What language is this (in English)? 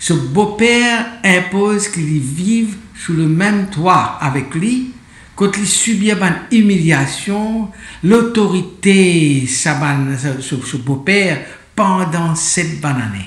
Morisyen